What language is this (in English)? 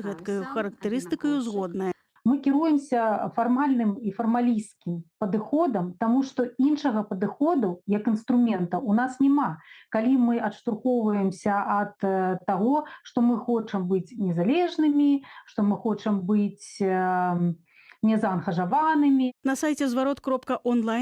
Belarusian